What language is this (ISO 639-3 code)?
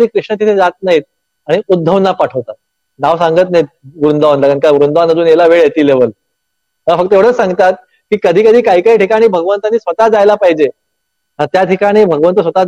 mar